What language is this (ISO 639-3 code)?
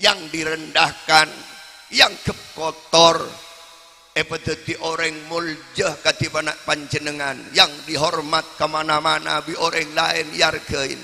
mad